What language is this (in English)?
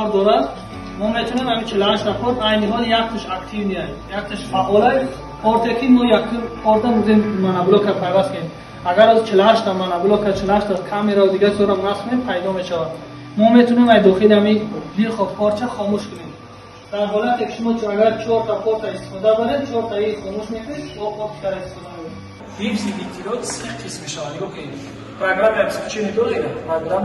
Tajik